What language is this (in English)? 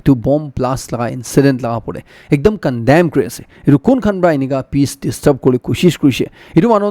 Naga Pidgin